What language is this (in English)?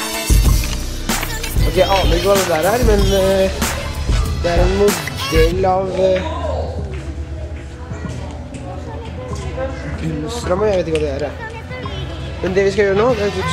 Norwegian